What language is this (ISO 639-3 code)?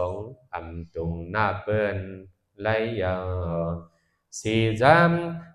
shn